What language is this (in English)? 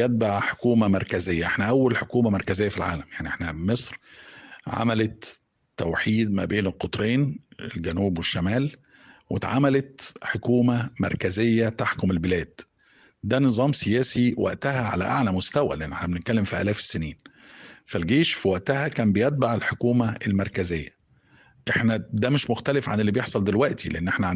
Egyptian Arabic